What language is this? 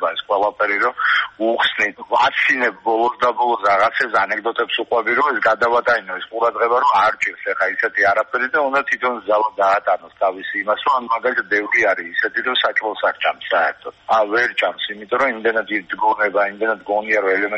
Georgian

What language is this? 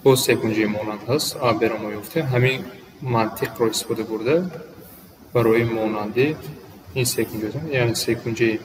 Tajik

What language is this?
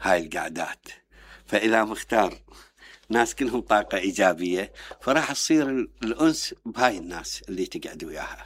Mesopotamian Arabic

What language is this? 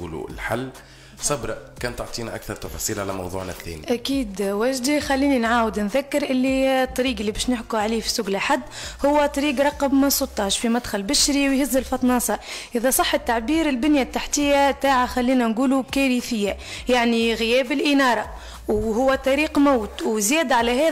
Tunisian Arabic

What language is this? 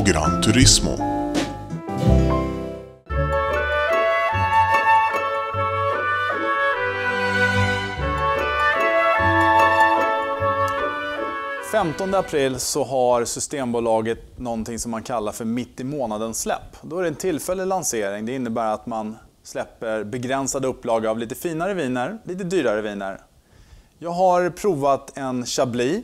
Swedish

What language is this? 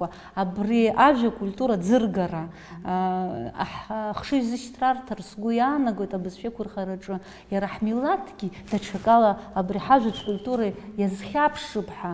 Abkhazian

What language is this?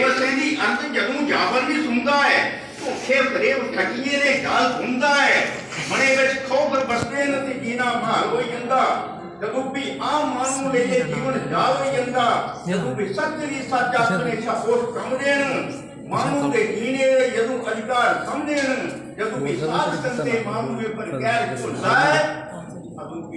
Dogri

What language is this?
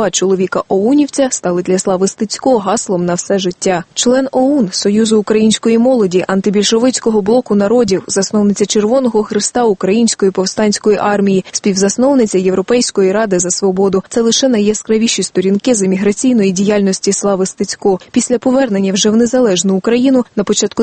Ukrainian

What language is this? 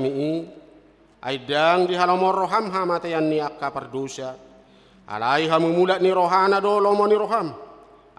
Batak Toba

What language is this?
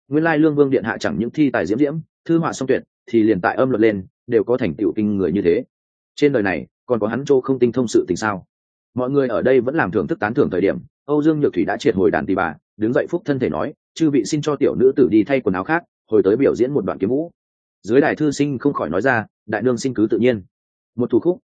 Vietnamese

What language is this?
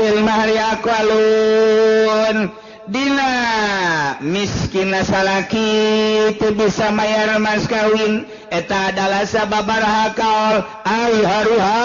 Sundanese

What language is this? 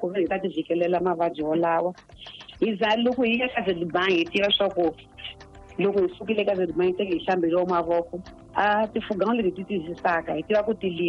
Tsonga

